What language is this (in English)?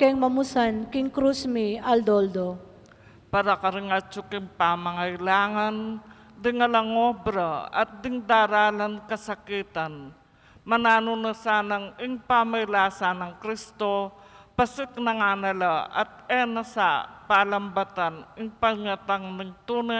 Pampanga